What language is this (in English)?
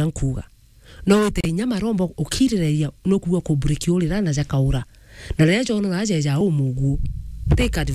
Meru